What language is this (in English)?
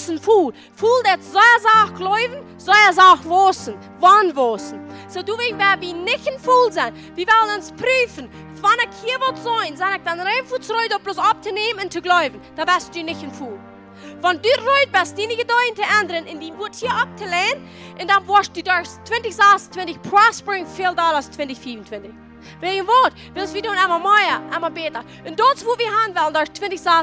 Plautdietsch